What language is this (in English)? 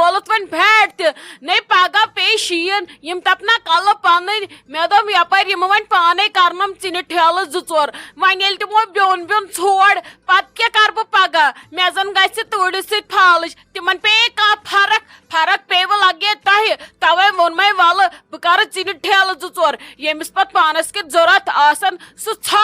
Kashmiri